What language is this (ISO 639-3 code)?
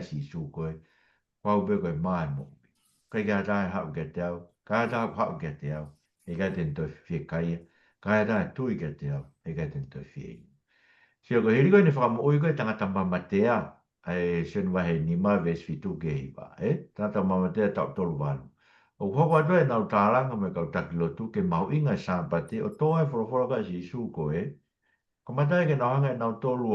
ton